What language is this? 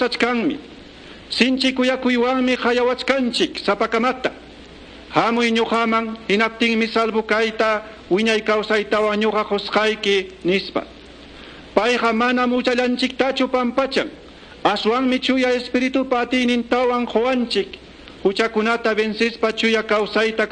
Quechua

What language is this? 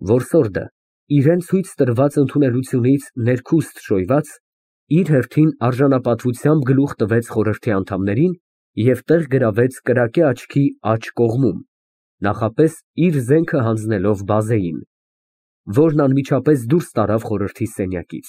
Armenian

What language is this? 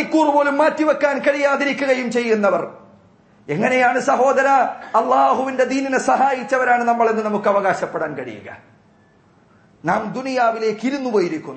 Malayalam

